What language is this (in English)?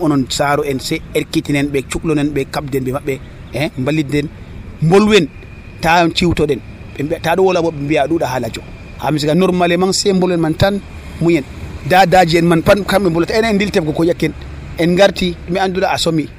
Nigerian Fulfulde